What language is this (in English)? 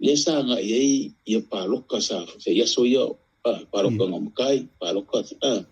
Samoan